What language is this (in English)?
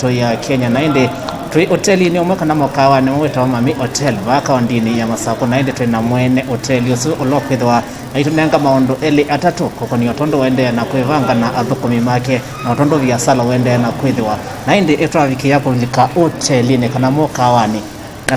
Kamba